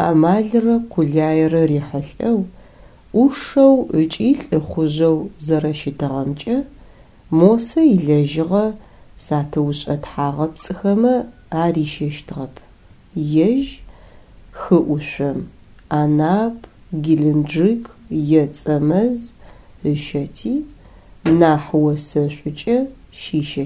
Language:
Adyghe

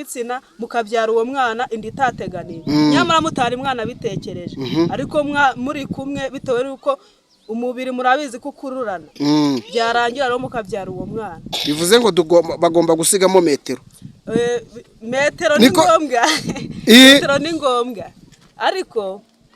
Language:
Kinyarwanda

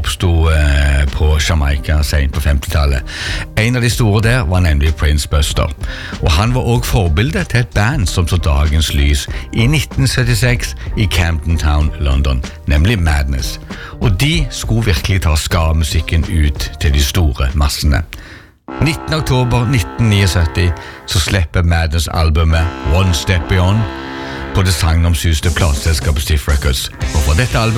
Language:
Norwegian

